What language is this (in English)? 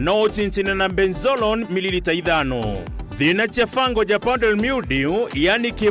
Meru